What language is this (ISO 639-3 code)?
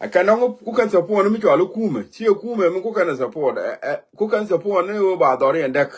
nus